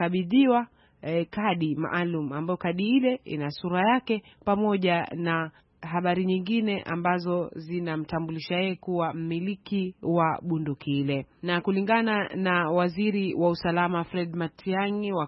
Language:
Swahili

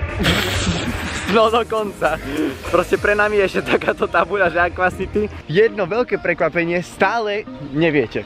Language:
Slovak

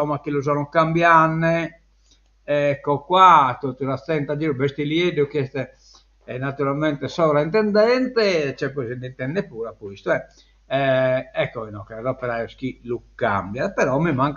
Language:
Sardinian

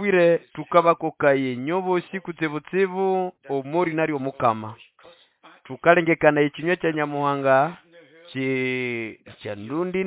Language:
Nande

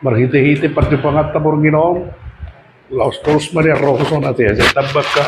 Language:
Batak Toba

